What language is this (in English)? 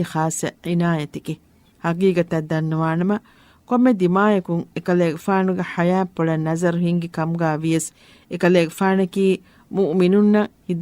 Divehi